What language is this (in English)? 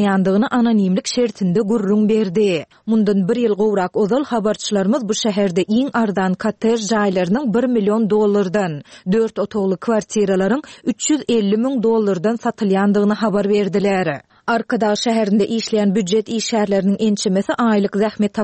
Turkmen